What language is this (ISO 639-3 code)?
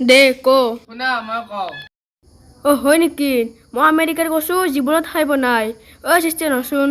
asm